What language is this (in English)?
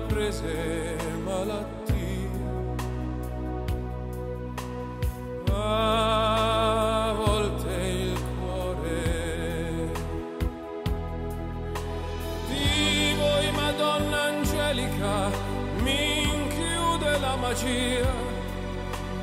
Italian